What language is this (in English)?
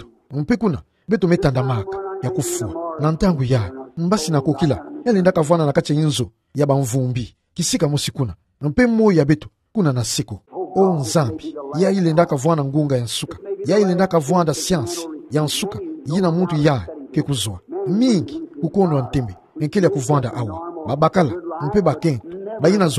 Kituba (Democratic Republic of Congo)